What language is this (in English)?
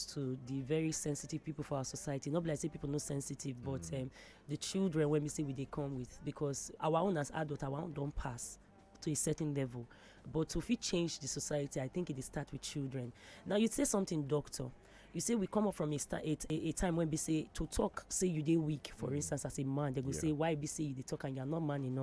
Nigerian Pidgin